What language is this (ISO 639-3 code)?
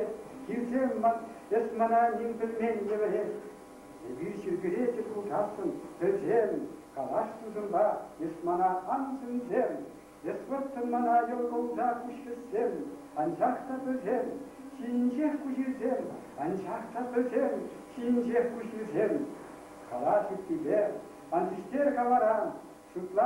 chv